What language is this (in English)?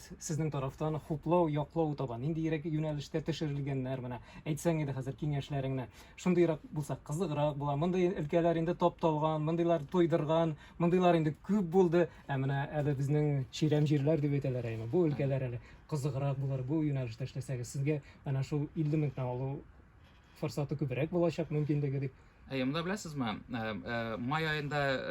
Tatar